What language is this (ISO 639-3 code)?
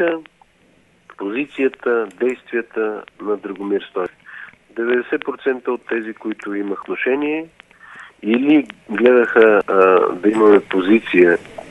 bul